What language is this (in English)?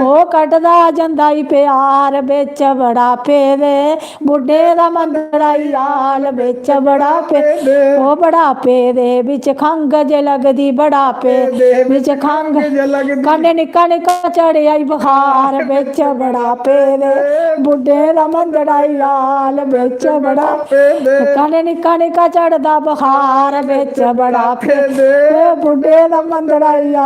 Dogri